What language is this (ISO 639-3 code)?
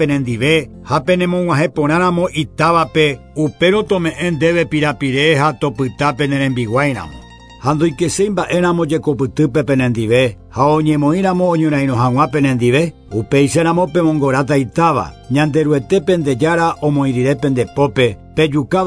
grn